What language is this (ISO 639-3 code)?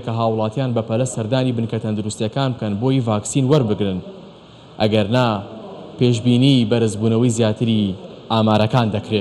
ckb